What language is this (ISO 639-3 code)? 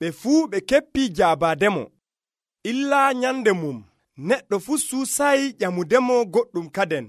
fuv